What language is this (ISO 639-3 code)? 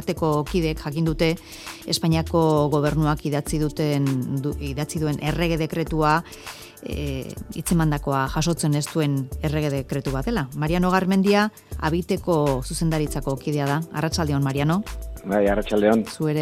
eus